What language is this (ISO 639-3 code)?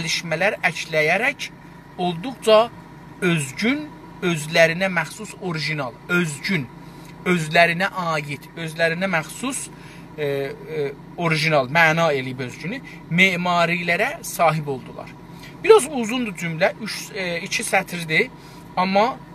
azb